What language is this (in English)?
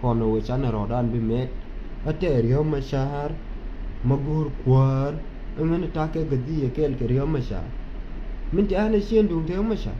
Nuer